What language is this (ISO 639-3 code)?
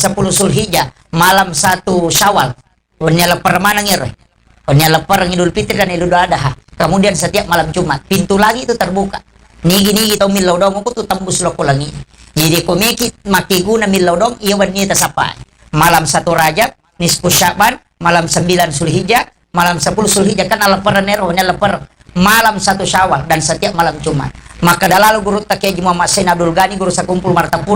bug